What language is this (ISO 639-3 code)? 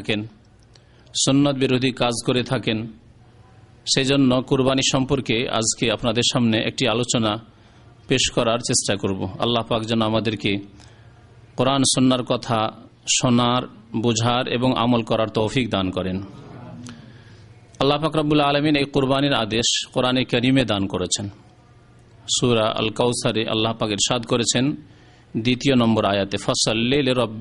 ben